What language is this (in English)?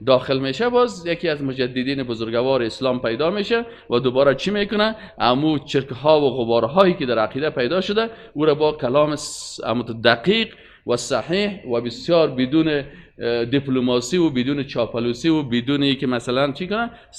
Persian